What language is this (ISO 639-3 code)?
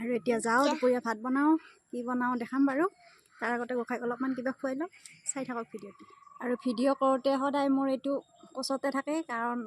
asm